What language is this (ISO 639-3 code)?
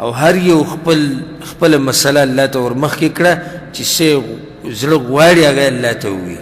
pus